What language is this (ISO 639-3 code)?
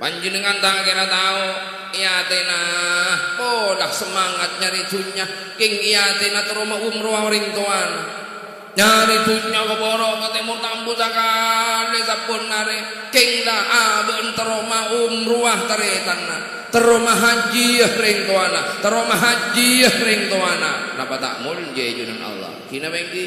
mad